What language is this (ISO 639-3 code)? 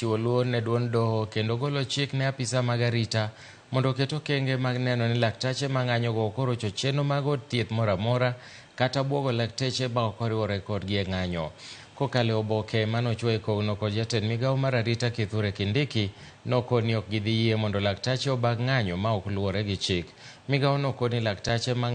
luo